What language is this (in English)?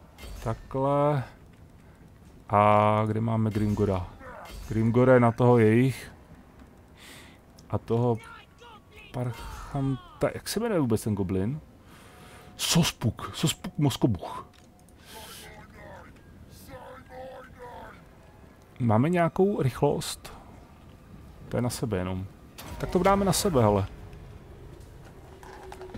Czech